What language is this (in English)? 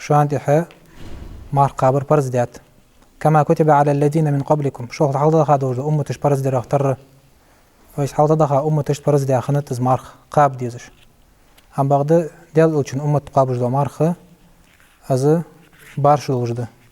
Ingush